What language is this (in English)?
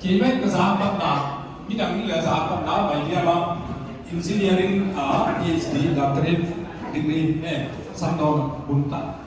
Paite Chin